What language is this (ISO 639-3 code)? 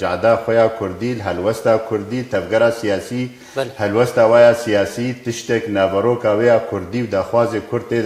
kur